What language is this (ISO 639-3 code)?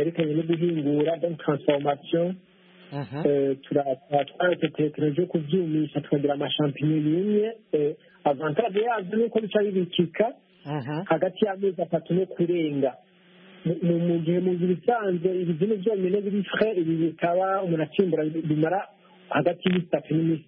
kin